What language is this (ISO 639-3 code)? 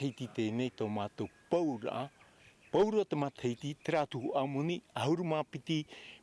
tah